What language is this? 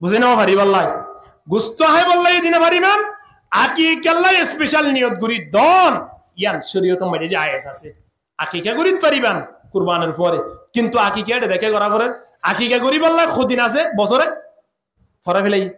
Rohingya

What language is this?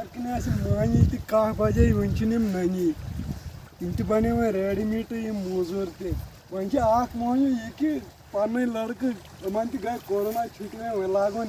Kashmiri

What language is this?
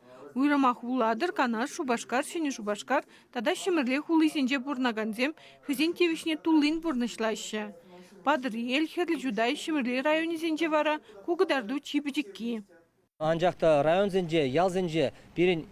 Chuvash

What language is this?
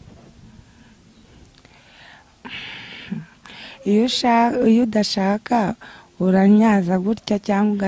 Kinyarwanda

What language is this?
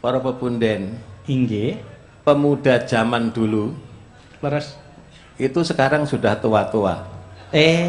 Javanese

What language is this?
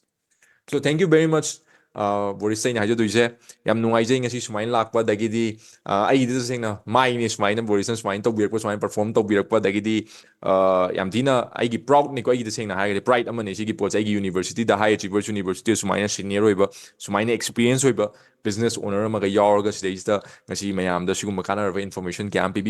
Manipuri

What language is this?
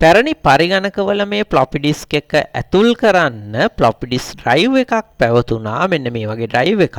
Sinhala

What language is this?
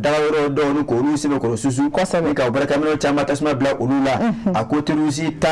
Bambara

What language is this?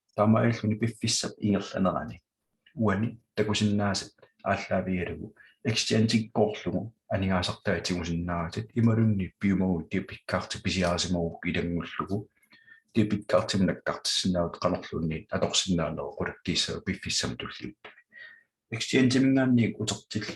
Kalaallisut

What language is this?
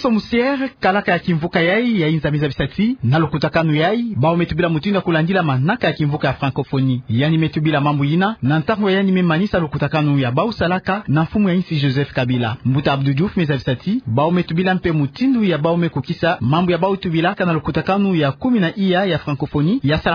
Kituba (Democratic Republic of Congo)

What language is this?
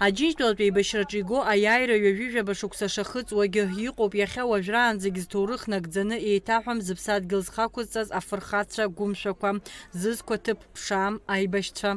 Abkhazian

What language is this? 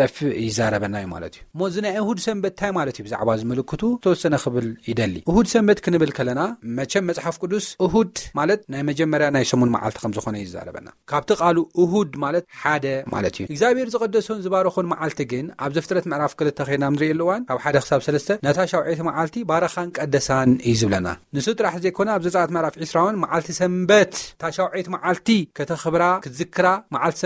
Tigrinya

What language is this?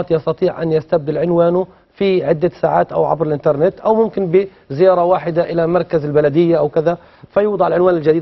Egyptian Arabic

